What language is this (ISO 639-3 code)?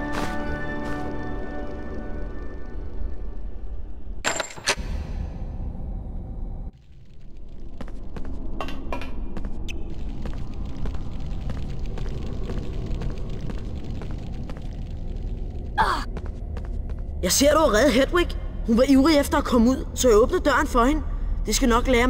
dan